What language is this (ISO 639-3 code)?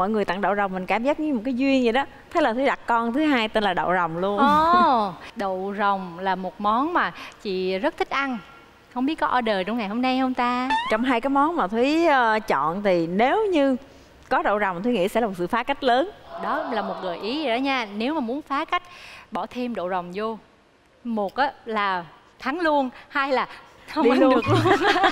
vie